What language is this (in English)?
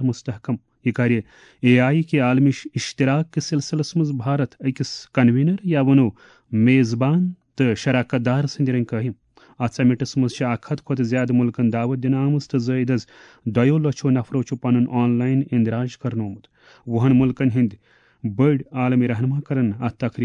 Kashmiri